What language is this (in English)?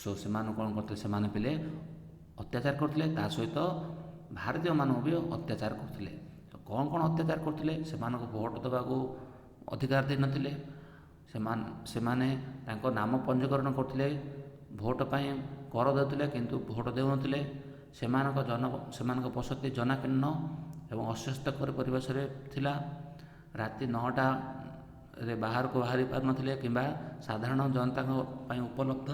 Odia